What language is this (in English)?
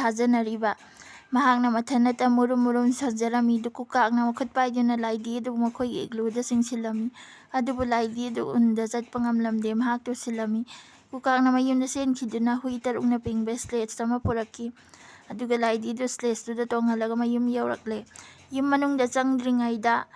Manipuri